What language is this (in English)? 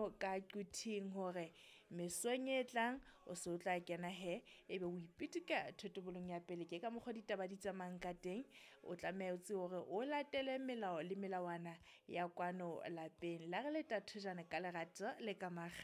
Southern Sotho